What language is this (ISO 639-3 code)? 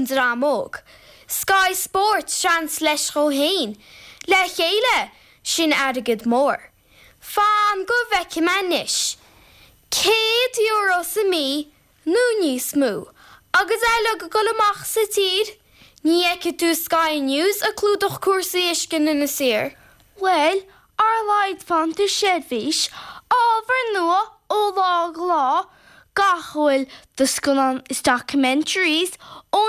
gle